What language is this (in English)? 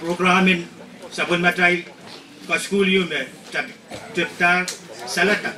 Pohnpeian